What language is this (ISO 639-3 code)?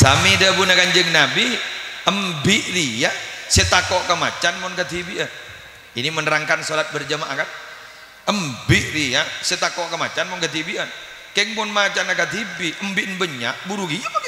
mad